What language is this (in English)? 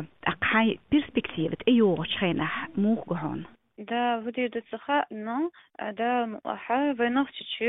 Chechen